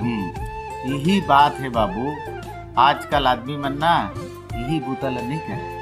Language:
Chhattisgarhi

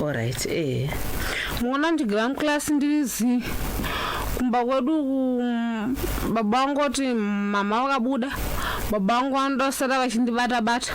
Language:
Shona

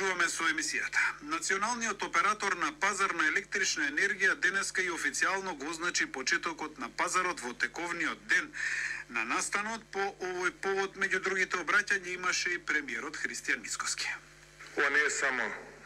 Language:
Macedonian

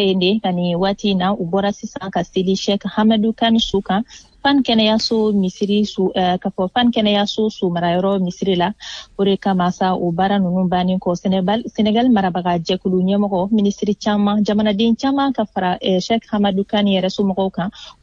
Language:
Bambara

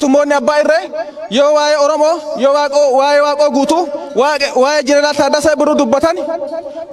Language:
Oromo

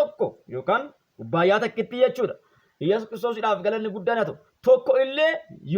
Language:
Oromo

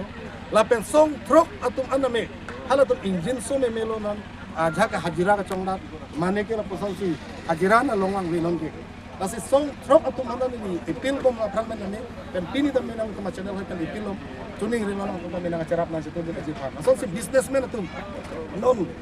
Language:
Karbi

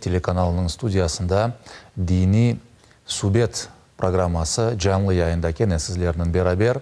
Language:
Crimean Tatar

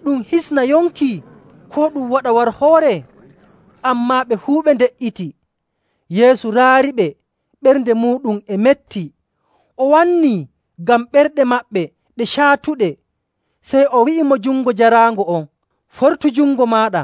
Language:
Nigerian Fulfulde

